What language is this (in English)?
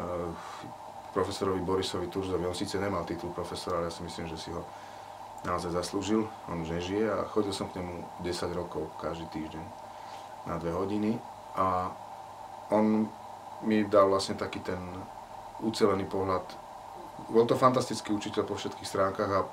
Slovak